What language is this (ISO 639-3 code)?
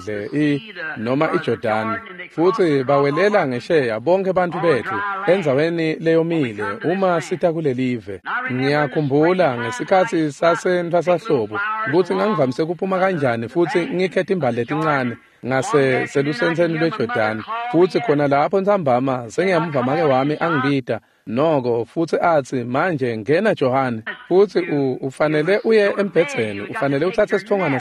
ssw